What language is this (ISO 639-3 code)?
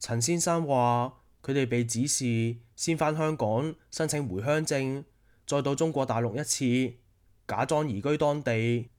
yue